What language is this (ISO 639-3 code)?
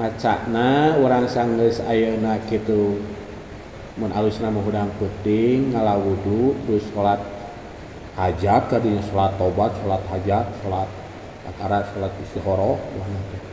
sun